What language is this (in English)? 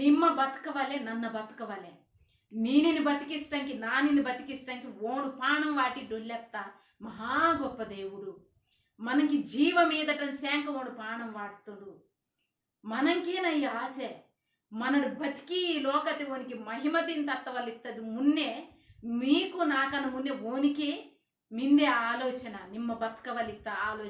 Koya